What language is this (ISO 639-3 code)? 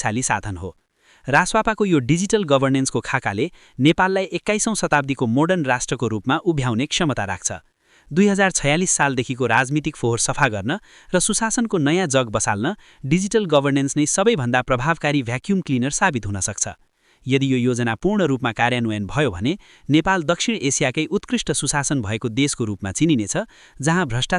nep